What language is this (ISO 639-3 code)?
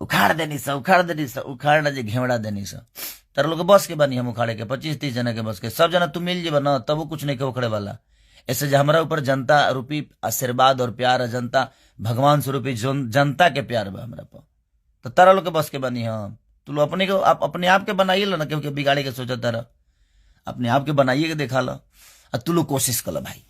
bho